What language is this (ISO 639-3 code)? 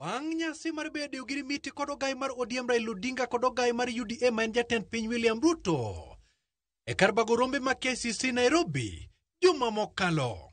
luo